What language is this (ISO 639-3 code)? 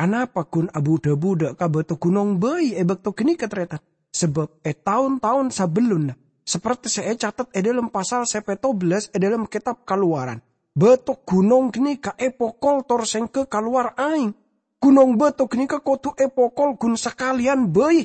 mad